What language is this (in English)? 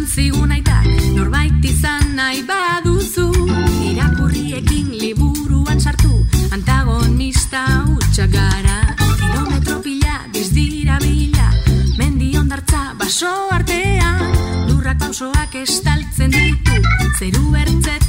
Basque